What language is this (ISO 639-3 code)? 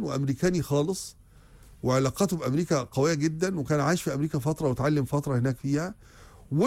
arz